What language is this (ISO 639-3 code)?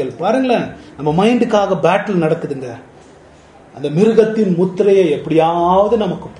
tam